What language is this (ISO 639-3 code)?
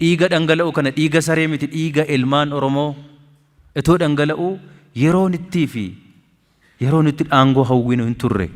orm